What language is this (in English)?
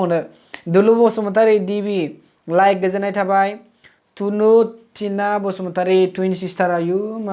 Bodo